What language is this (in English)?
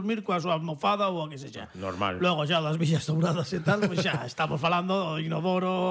Galician